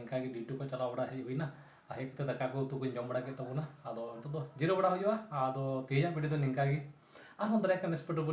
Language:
Santali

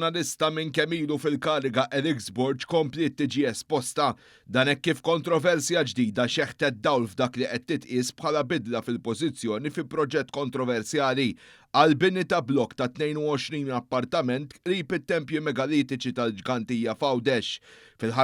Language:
Maltese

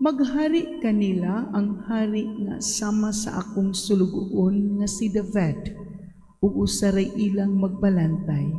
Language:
Cebuano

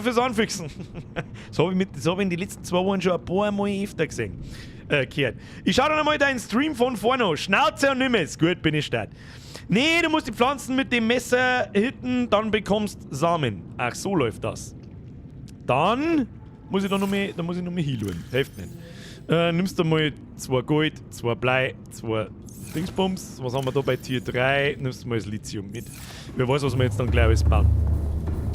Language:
Bavarian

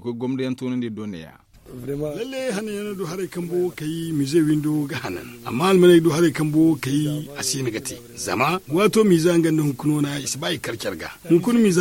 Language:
Zarma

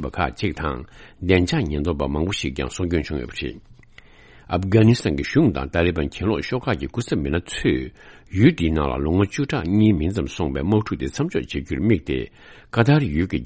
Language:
Tibetan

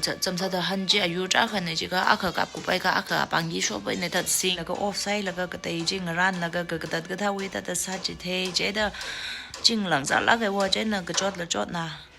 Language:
Tangkhul Naga (India)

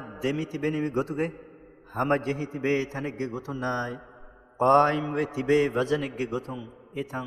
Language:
Divehi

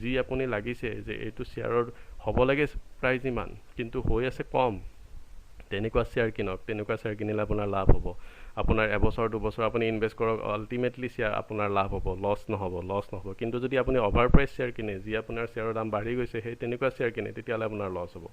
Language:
Assamese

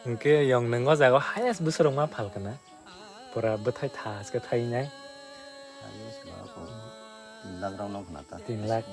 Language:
Kok Borok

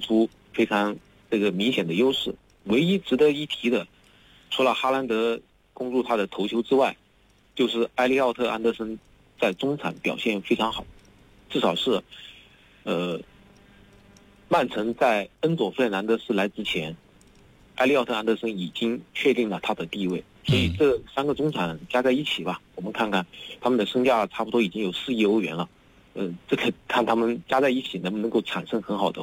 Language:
Chinese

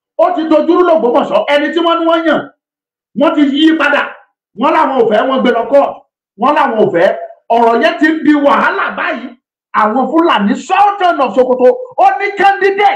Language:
Yoruba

